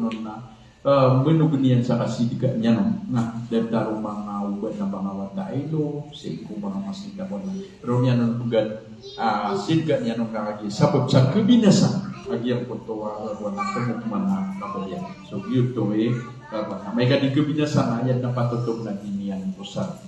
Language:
Maranao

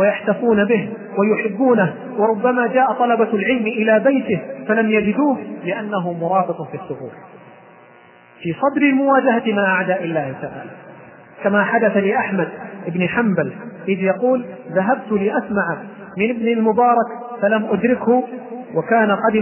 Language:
Arabic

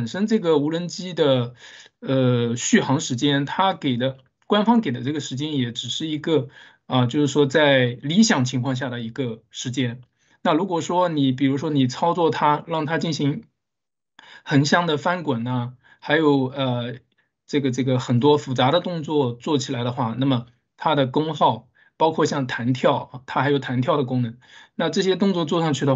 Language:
Chinese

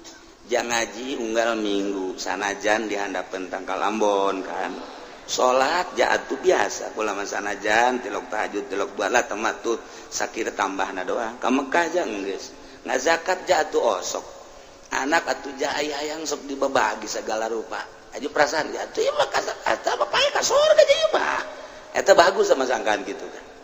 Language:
Sundanese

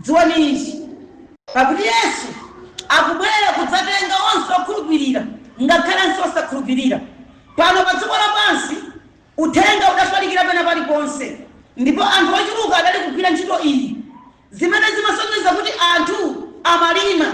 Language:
Nyanja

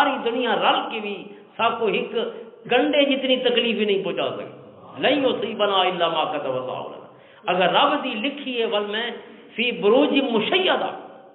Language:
Western Panjabi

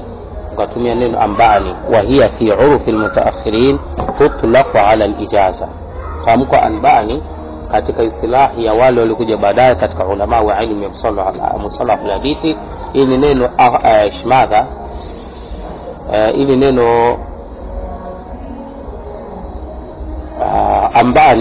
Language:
Swahili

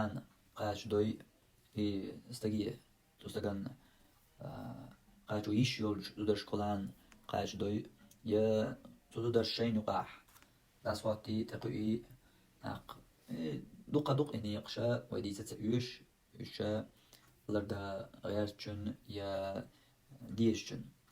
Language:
Chechen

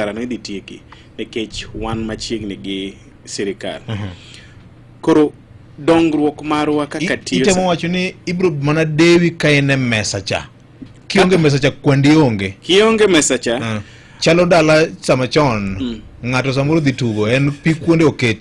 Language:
Luo (Kenya and Tanzania)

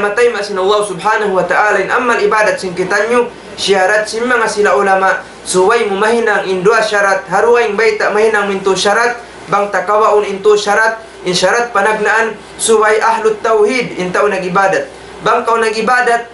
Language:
Tausug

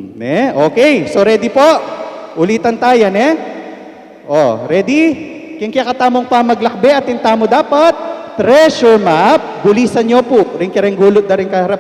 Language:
Pampanga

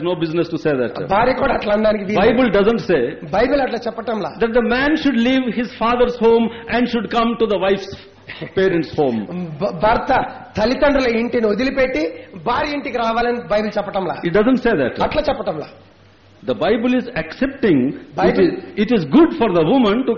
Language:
Telugu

